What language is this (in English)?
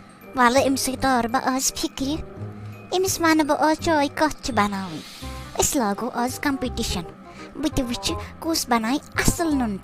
Kashmiri